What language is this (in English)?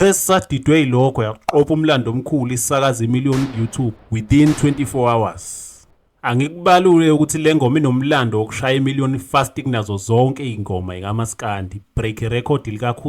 Zulu